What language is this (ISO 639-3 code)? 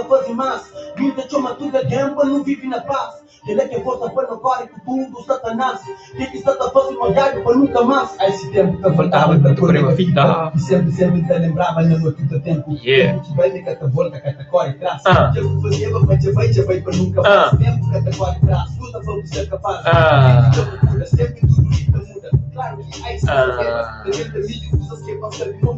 kea